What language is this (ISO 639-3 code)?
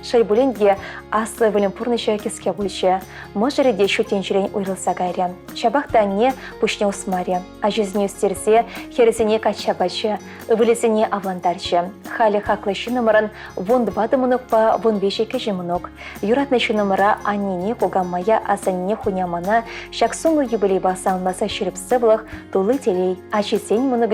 chv